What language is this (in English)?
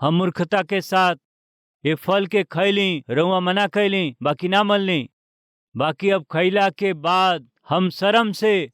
Bhojpuri